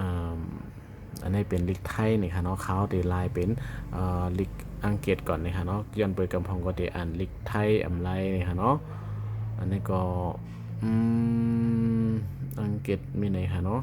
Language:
Shan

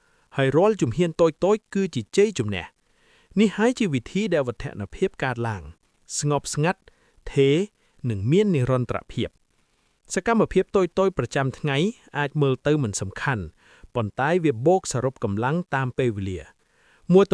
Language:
Khmer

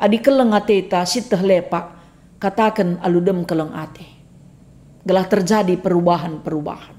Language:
Batak Karo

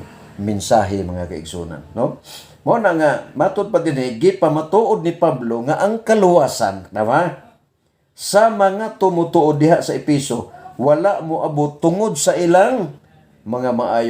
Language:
Cebuano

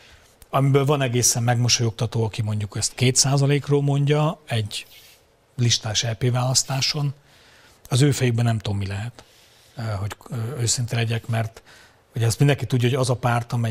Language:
Hungarian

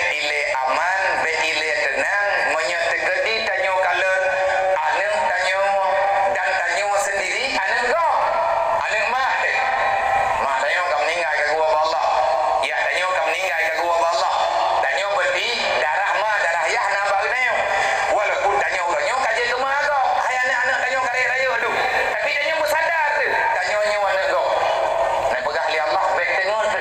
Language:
Achinese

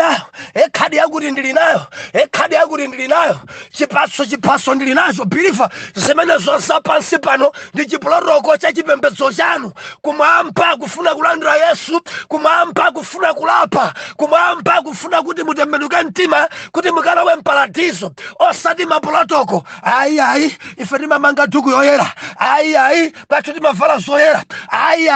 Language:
Nyanja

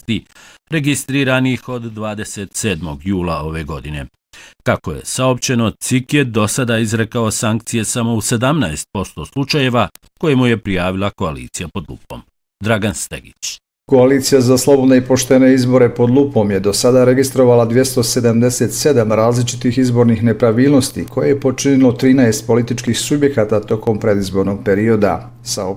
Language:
Bosnian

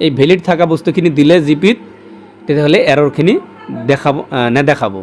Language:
Assamese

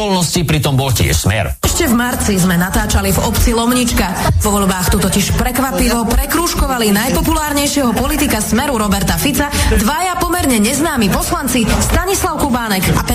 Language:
Slovak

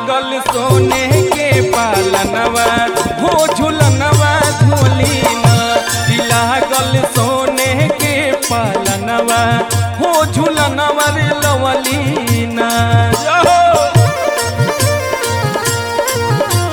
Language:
Bhojpuri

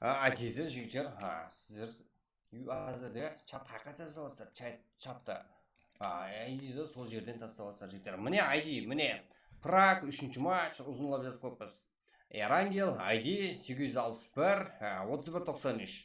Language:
Kara-Kalpak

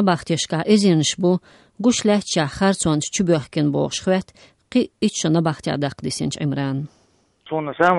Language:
Chechen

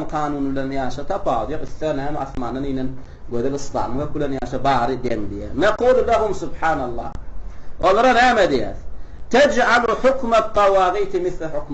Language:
Turkmen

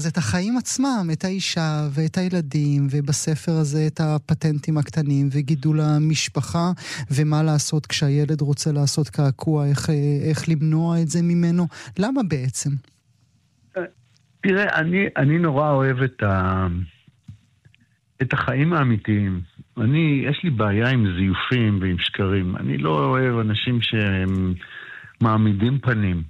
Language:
Hebrew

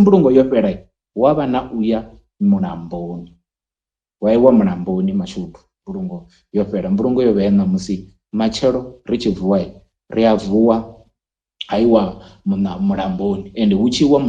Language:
Venda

